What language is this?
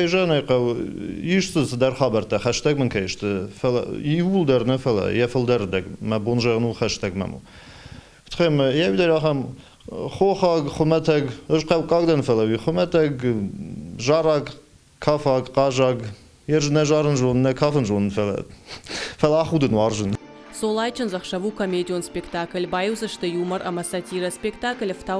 Ossetic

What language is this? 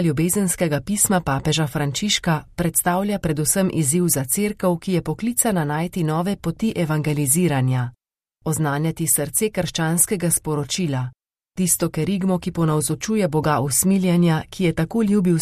Slovenian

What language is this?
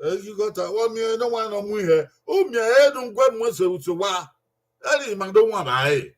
Bini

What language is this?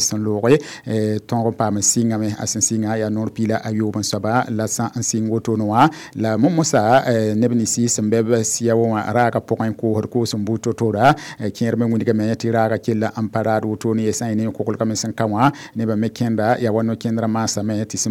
Mossi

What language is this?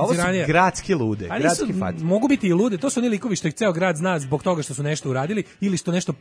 Serbian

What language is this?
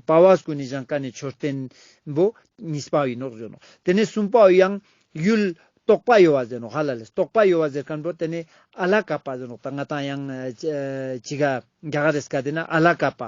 Ladakhi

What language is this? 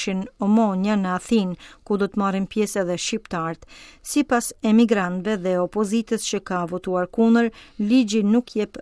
Albanian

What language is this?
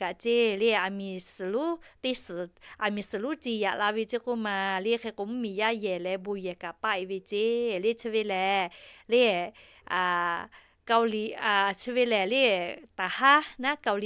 Lahu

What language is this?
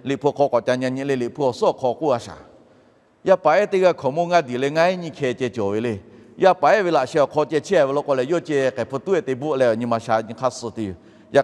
Lahu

